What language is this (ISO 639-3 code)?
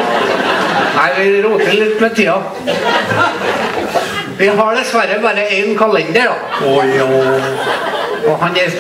nor